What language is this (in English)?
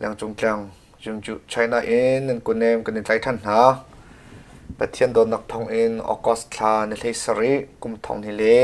Hakha Chin